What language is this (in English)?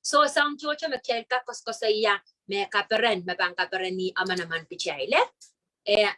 Pohnpeian